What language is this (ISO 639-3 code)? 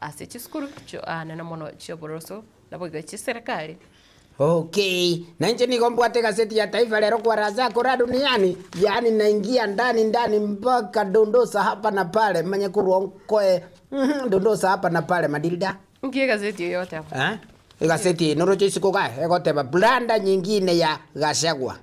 guz